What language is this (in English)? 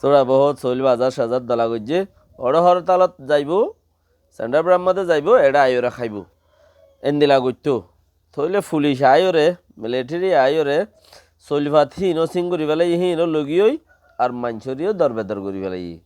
Rohingya